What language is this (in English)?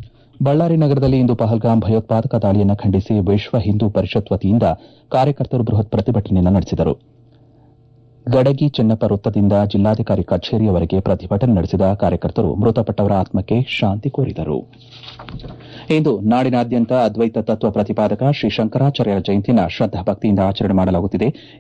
Kannada